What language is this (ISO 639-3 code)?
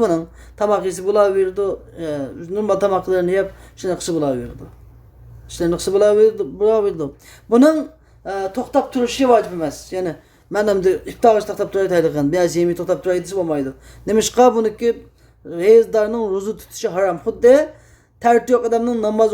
uig